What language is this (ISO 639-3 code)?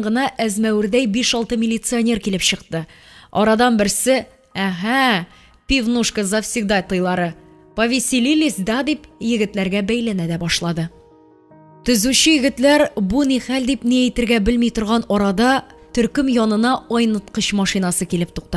tat